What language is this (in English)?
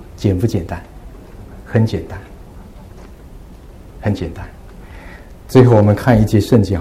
Chinese